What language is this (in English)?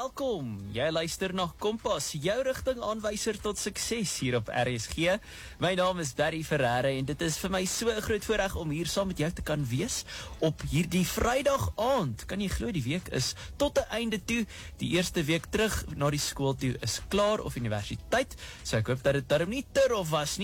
Afrikaans